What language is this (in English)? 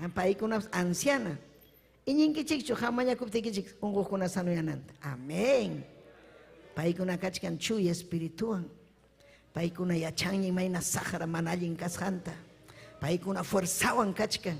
Ayacucho Quechua